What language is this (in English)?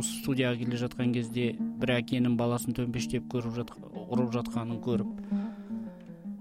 Kazakh